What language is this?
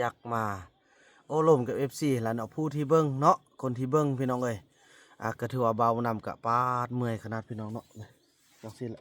Lao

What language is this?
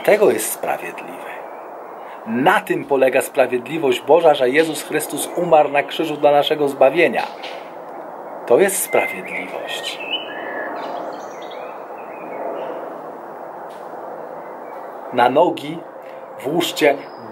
Polish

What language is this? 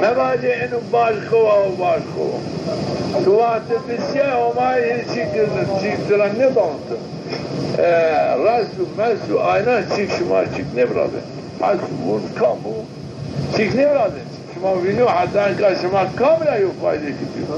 Zaza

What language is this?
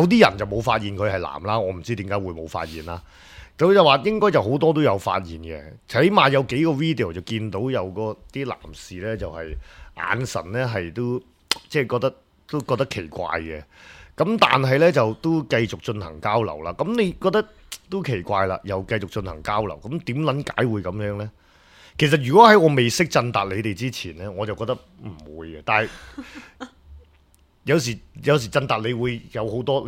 Cantonese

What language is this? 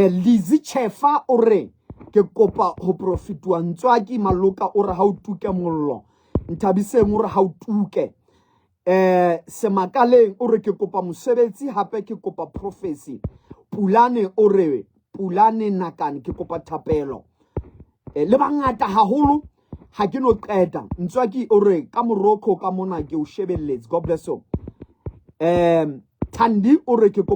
Southern Sotho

